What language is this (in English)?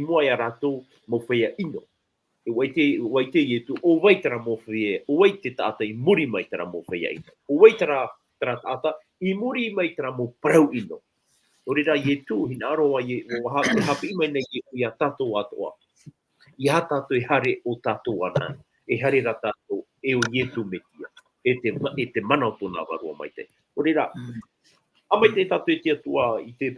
Tahitian